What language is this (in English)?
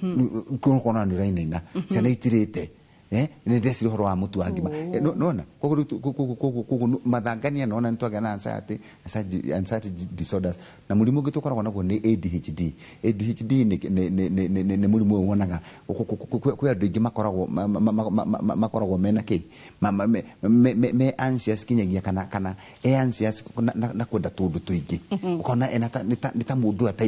Kikuyu